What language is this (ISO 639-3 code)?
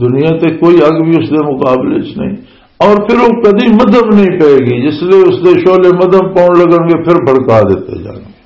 lah